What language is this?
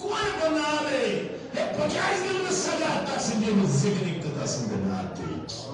Kashmiri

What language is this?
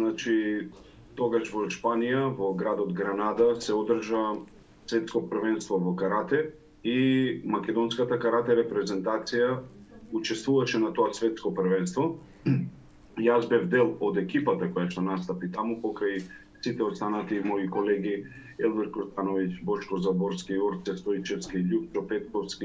Macedonian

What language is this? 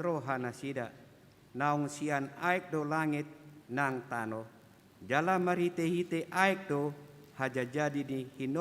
Batak Toba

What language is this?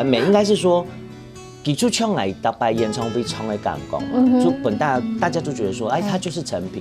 Hakka Chinese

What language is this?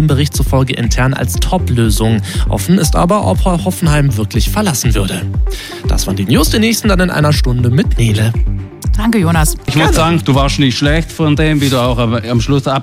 German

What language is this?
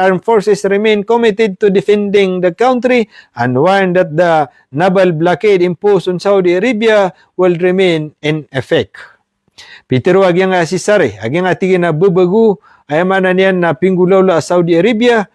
Maranao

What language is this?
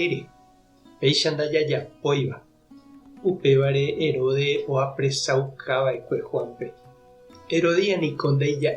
Guarani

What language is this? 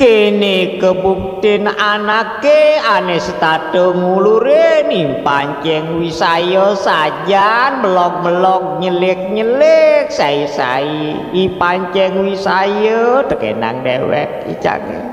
Balinese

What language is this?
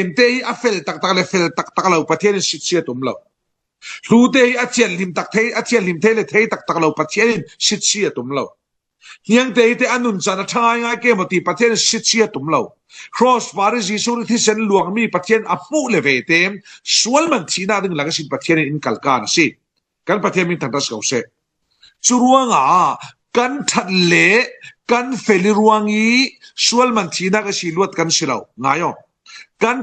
Falam Chin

